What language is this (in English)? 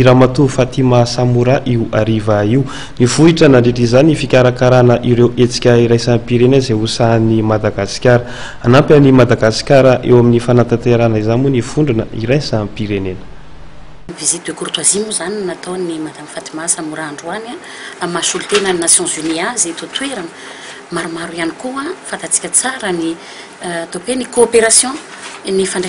Malagasy